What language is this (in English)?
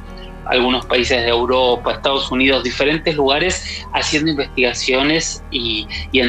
Spanish